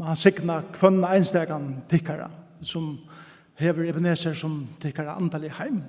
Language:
Faroese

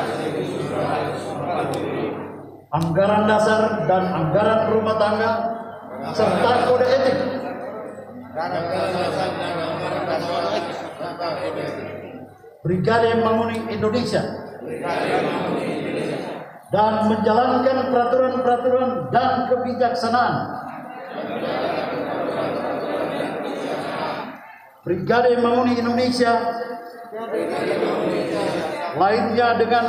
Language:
Indonesian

